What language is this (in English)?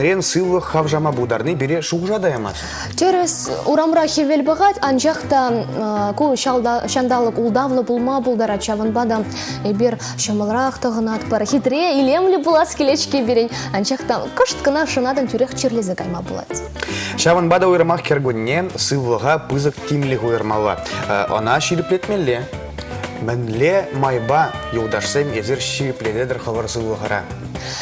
Chuvash